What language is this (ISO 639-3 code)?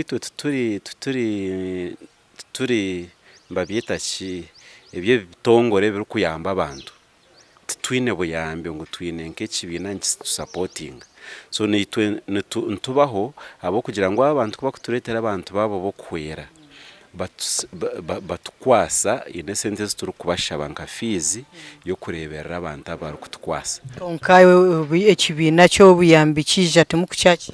nyn